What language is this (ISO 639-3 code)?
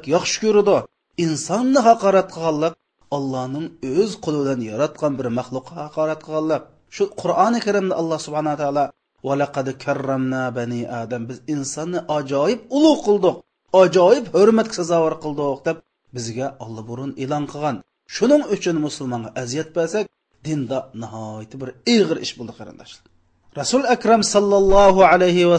uig